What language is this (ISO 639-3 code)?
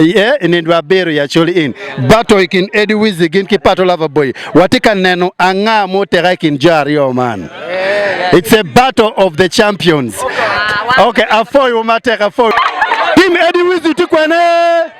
ach